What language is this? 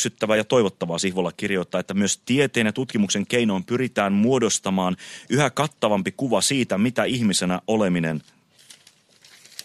Finnish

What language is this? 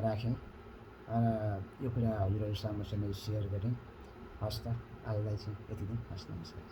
Nepali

